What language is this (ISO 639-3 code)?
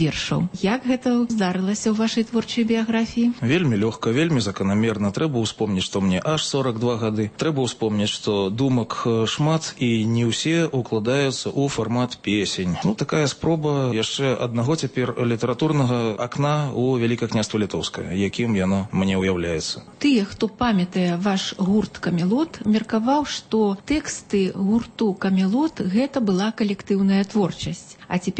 bel